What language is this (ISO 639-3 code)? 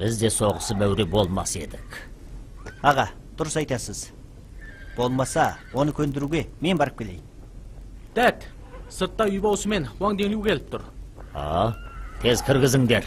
kaz